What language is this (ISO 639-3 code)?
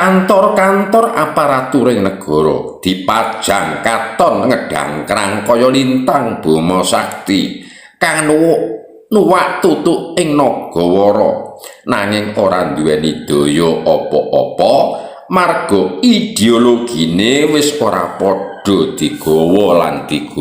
jav